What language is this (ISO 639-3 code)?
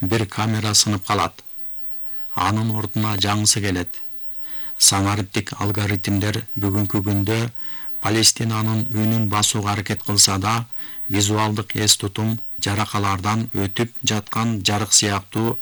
kir